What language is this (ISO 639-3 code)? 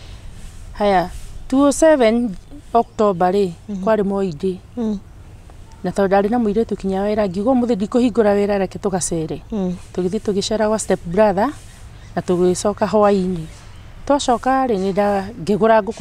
kik